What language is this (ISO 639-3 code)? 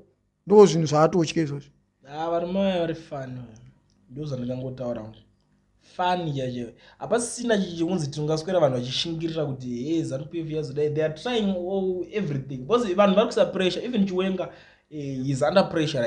sna